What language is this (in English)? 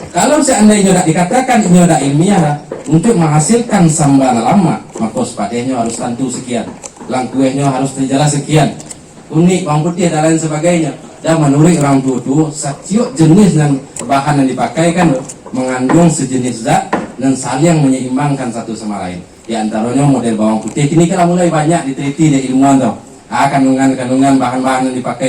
Minangkabau